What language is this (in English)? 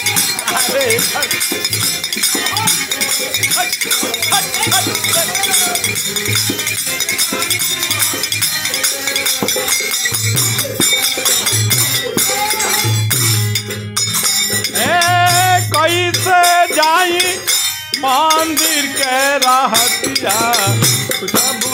Bhojpuri